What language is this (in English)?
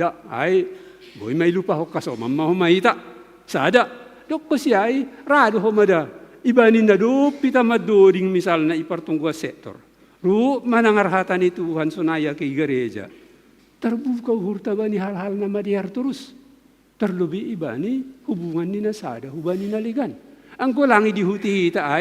Batak Simalungun